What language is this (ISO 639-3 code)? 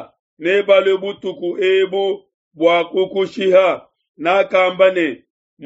lua